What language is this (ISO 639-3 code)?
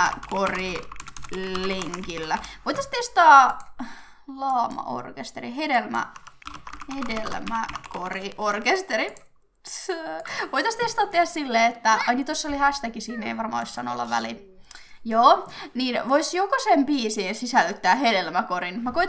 fin